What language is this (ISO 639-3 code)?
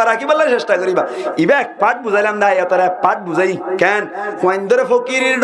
rhg